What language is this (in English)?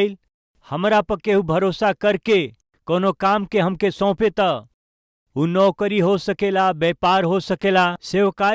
Bhojpuri